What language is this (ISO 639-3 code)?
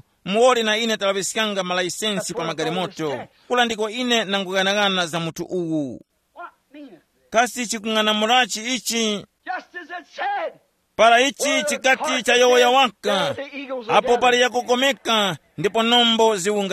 tum